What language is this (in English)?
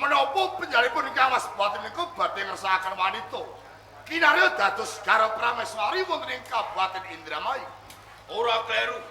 Javanese